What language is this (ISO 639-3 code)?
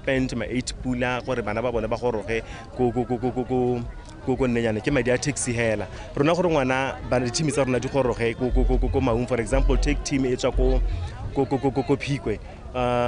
tsn